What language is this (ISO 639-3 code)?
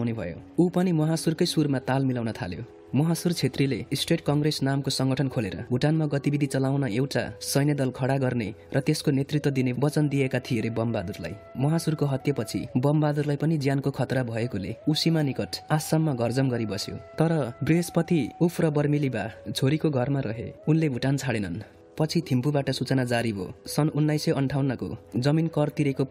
nep